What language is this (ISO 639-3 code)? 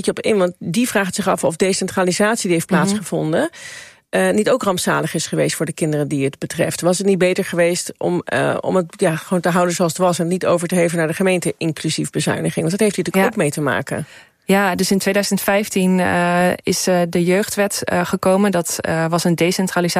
nld